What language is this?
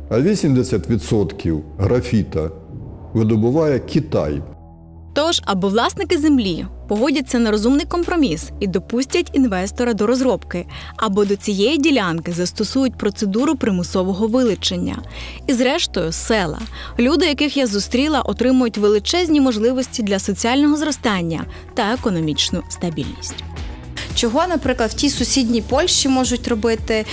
Ukrainian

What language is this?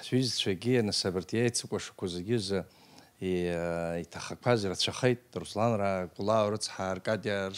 Abkhazian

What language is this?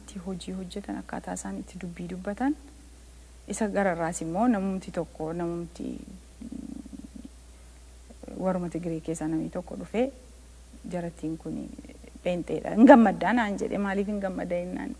Oromo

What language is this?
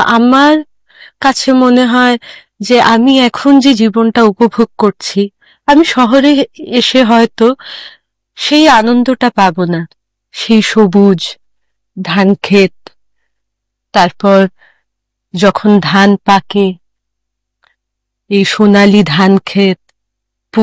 Bangla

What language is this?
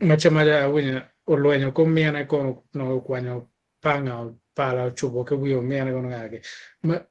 Acoli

